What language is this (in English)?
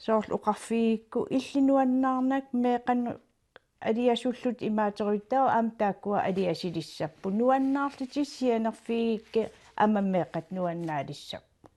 Kalaallisut